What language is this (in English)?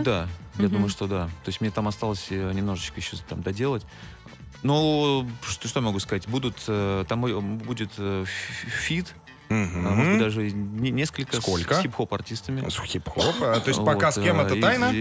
Russian